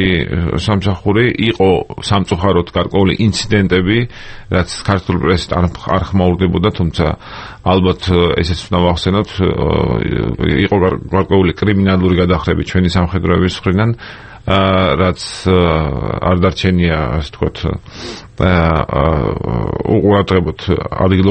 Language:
Georgian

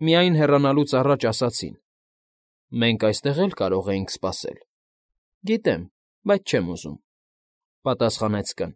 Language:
Armenian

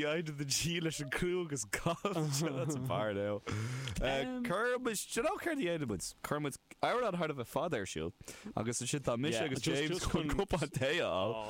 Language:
Irish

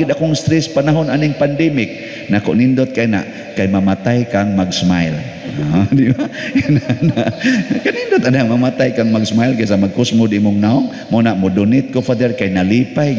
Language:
Cebuano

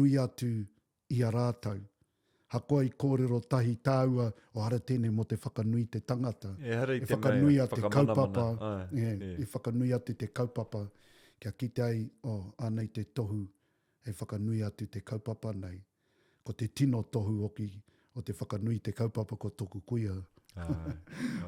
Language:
Māori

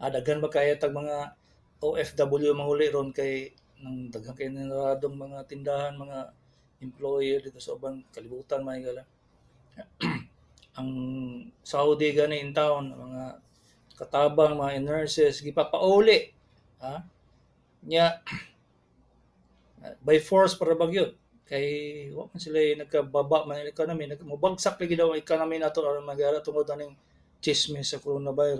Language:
Cebuano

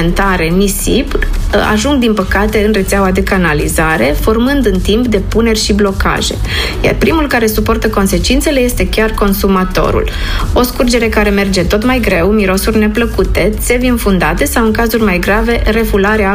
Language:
Romanian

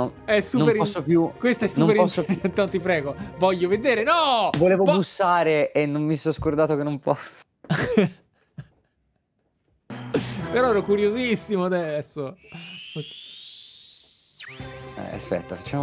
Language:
Italian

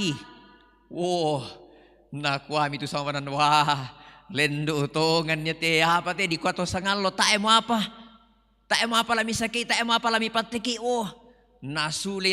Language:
Toraja-Sa'dan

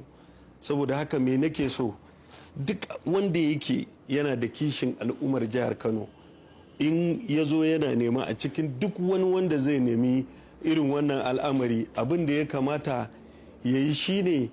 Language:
Hausa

